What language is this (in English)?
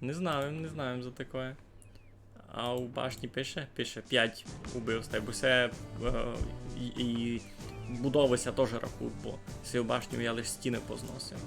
Rusyn